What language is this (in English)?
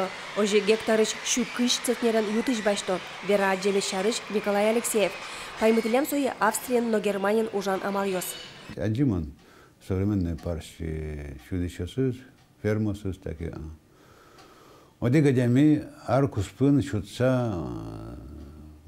Udmurt